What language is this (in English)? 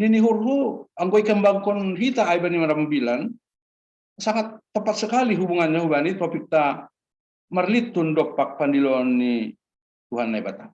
Batak Simalungun